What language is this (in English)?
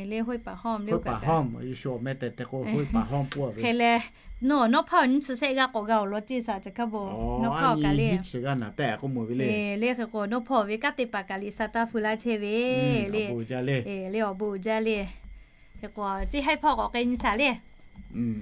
Lahu